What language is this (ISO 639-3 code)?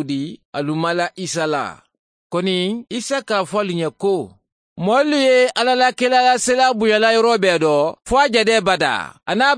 man